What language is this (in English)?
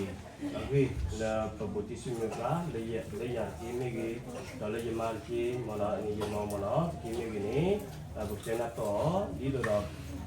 S'gaw Karen